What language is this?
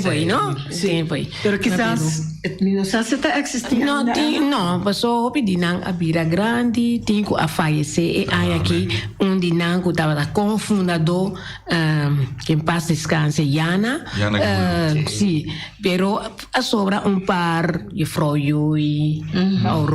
Papiamento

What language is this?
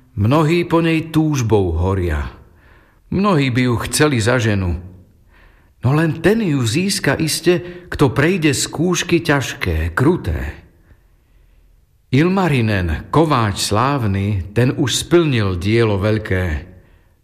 Slovak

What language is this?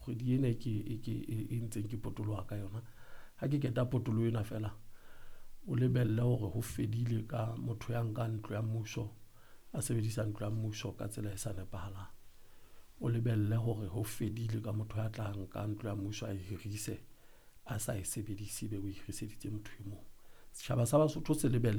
Southern Sotho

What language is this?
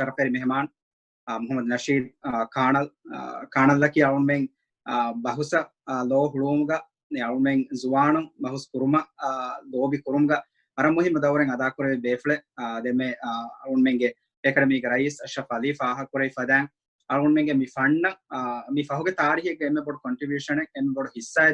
Divehi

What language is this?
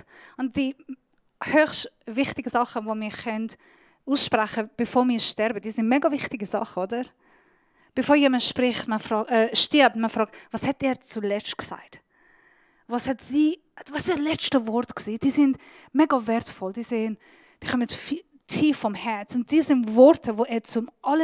Swiss German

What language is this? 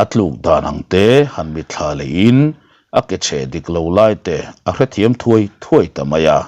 Mizo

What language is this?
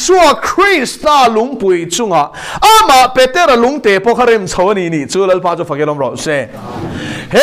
Mizo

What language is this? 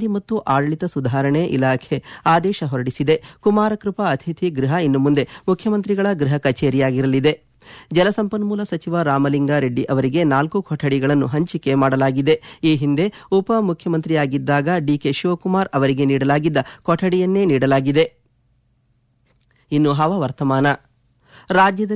Kannada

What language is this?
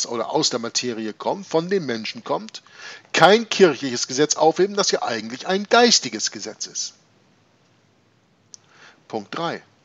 German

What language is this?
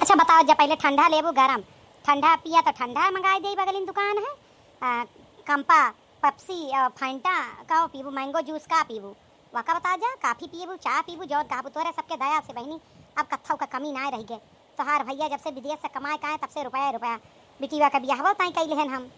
Awadhi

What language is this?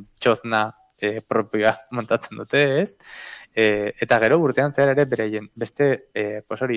Basque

